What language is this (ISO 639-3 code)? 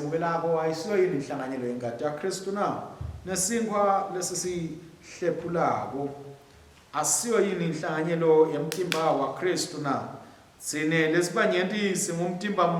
ssw